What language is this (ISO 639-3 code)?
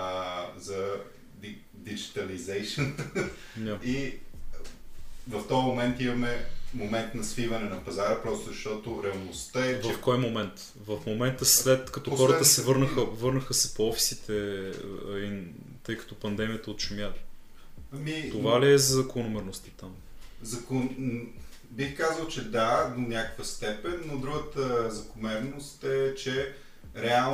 bul